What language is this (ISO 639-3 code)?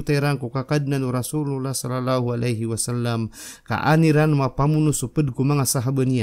mrw